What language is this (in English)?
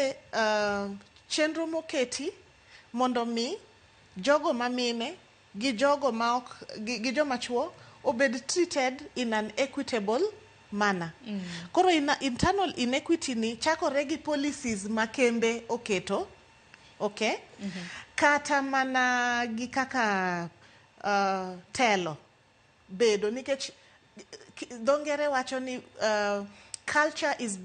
Luo (Kenya and Tanzania)